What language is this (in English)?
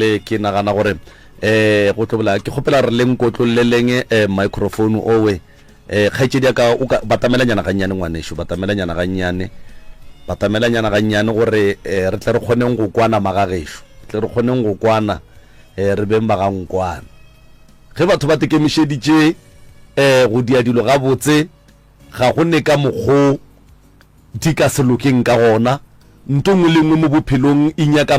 Northern Sotho